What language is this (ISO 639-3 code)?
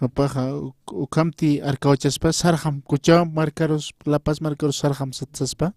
aym